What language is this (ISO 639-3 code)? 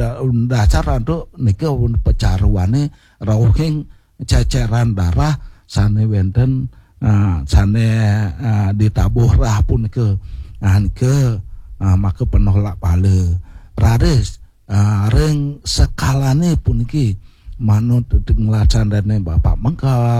ban